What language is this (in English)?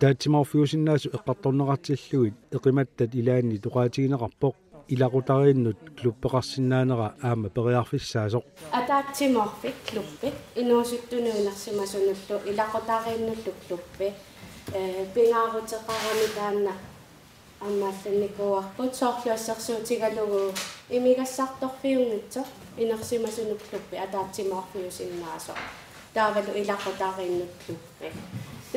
Kalaallisut